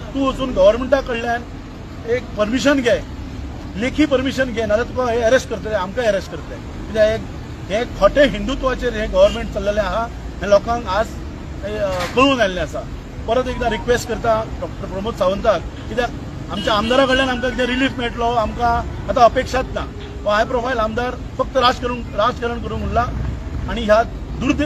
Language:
Konkani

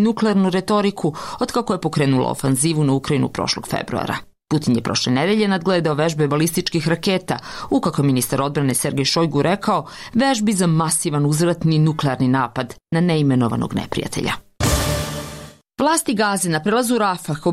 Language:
Serbian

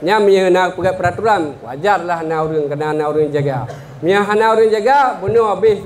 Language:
Achinese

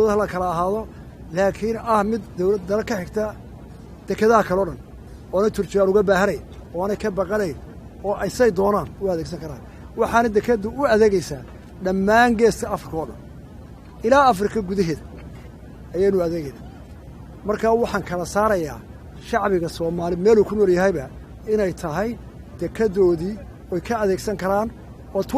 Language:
Somali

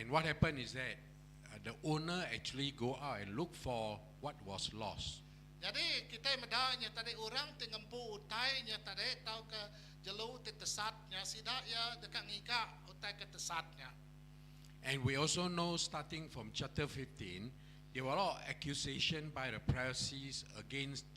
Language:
Iban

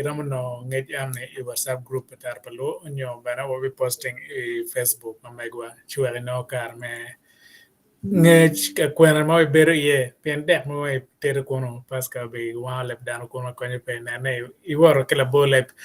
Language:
Acoli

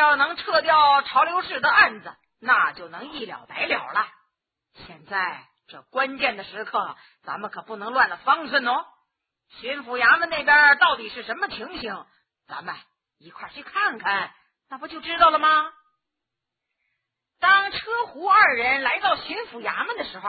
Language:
Chinese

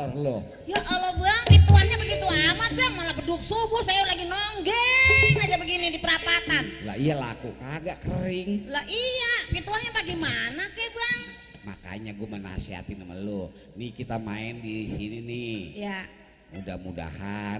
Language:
Betawi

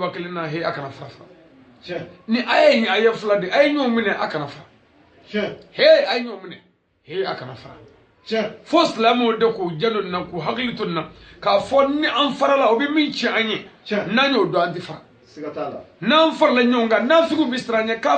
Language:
Bambara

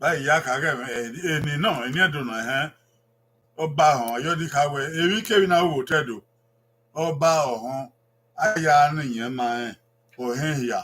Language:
Bini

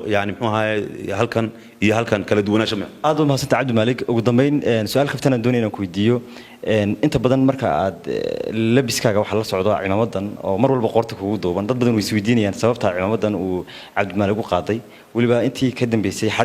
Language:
Somali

